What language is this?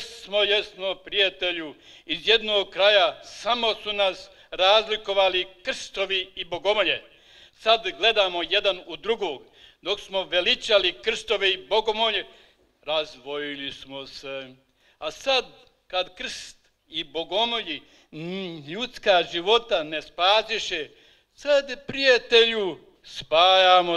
Bosnian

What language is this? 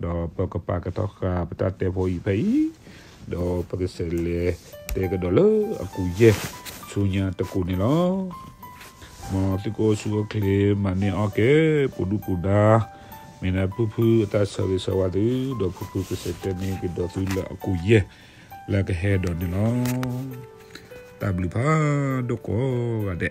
S'gaw Karen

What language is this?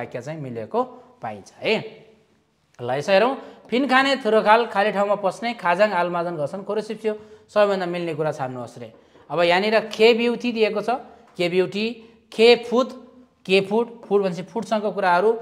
Nepali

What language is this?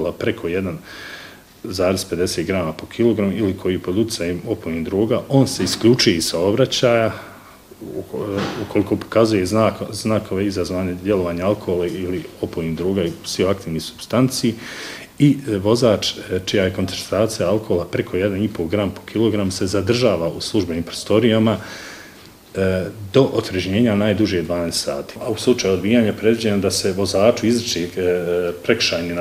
Bosnian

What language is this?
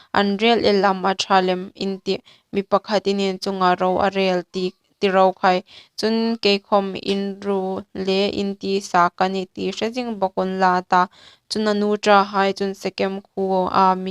Hmar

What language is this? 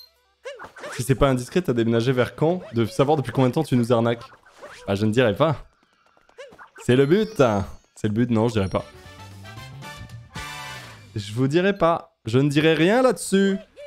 French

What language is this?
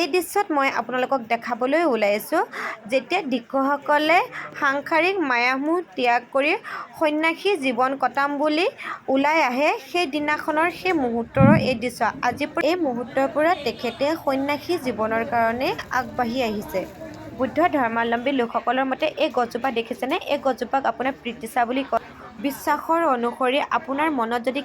Assamese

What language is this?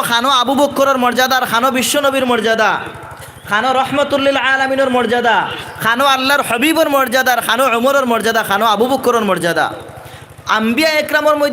Sylheti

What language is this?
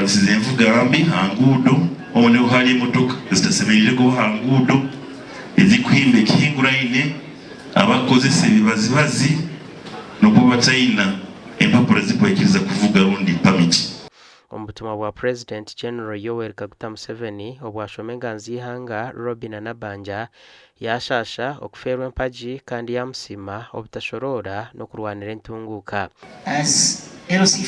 Nyankole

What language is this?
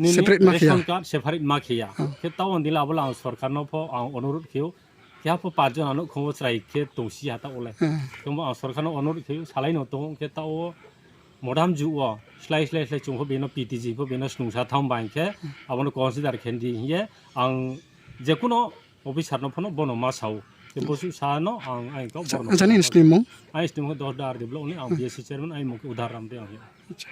Riang (India)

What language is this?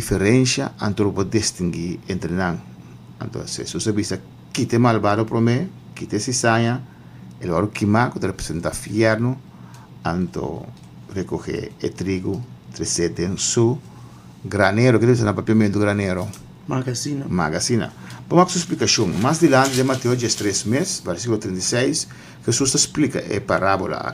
Papiamento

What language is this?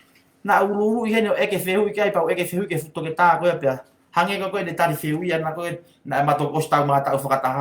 Tongan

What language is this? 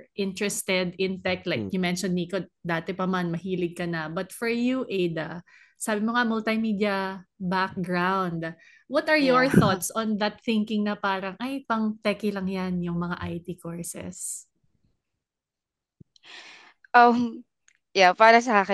Filipino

